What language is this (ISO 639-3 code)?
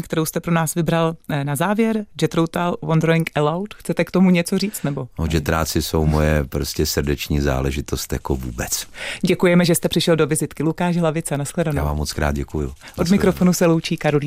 ces